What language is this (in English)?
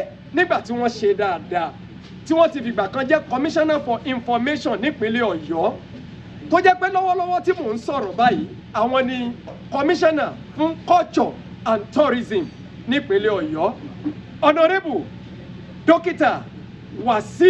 Yoruba